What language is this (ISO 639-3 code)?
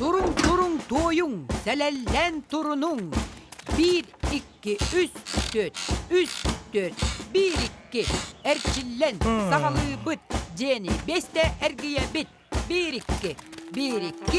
sah